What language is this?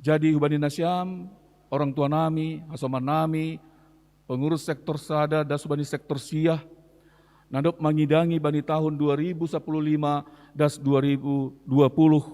Batak Simalungun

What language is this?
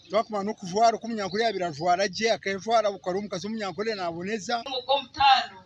Nyankole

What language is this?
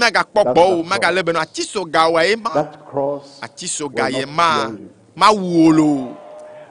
Ewe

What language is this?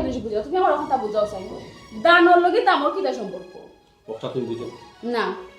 Sylheti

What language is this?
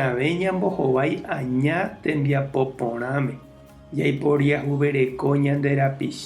Guarani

